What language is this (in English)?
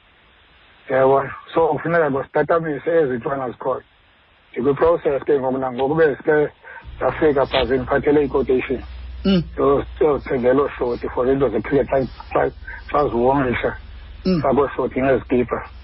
Xhosa